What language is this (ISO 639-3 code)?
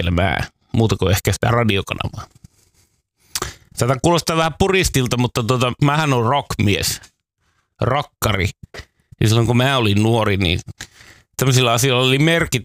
fin